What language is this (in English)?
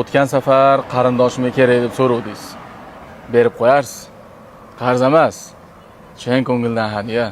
Uzbek